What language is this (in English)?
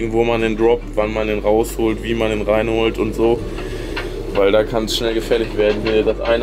German